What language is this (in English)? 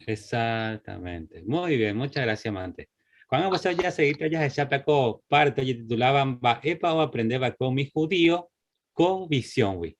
Guarani